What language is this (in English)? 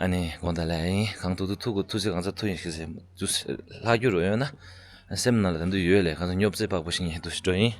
Tibetan